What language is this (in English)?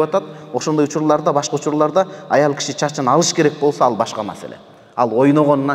Kyrgyz